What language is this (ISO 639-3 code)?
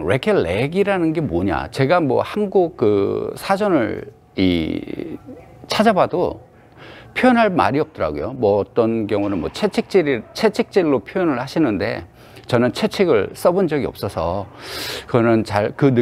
kor